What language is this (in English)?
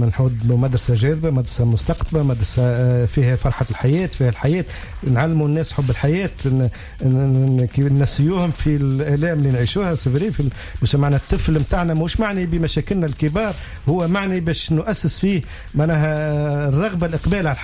Tunisian Arabic